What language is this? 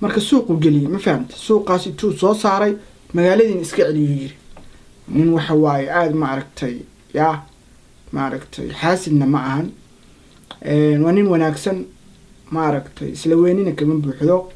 Somali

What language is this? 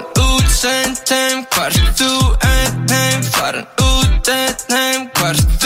Icelandic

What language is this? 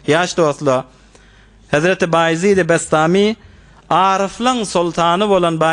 Turkmen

